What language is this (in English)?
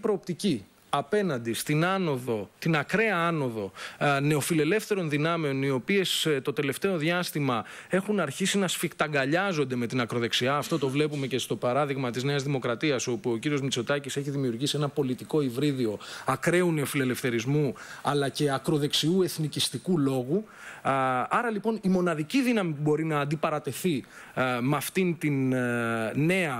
Greek